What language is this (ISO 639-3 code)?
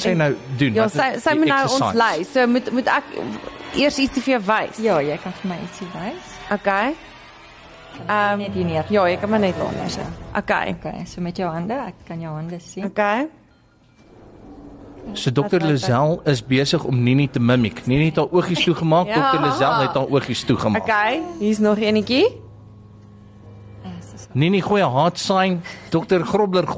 afr